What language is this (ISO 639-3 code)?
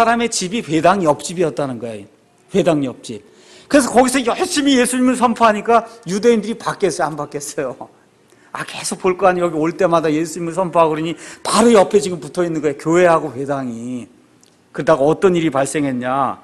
kor